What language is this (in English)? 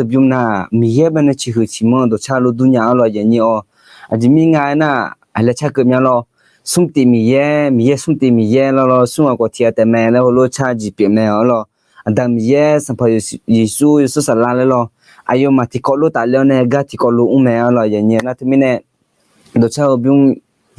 Akha